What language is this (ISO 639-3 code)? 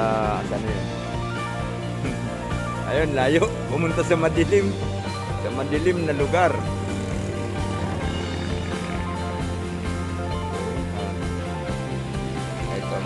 fil